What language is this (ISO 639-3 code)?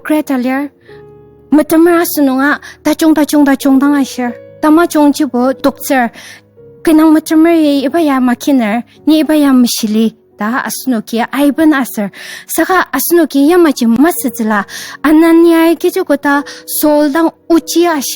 njo